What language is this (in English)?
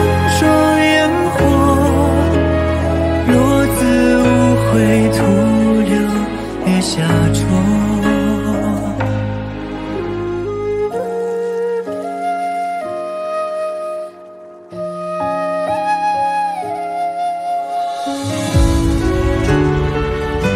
Chinese